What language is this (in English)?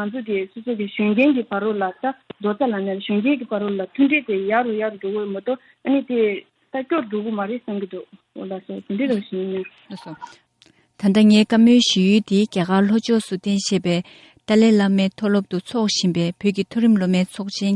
Tibetan